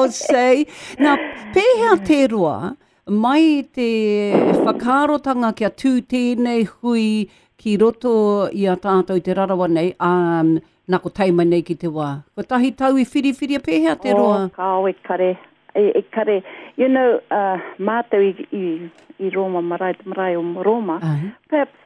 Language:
Māori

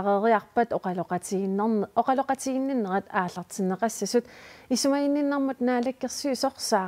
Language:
Kalaallisut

